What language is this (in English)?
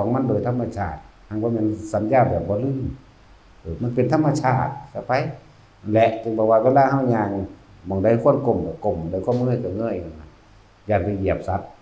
Northeastern Thai